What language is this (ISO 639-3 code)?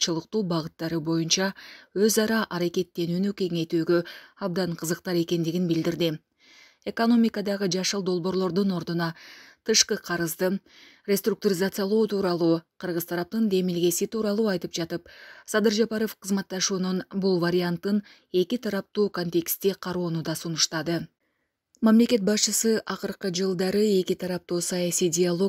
kir